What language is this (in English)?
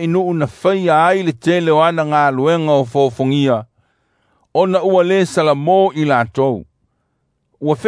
Samoan